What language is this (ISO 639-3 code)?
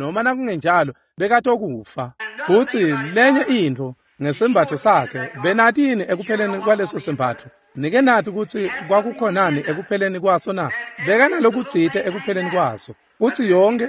ssw